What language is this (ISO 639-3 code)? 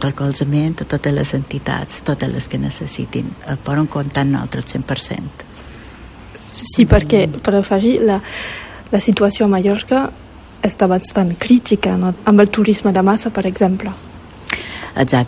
cat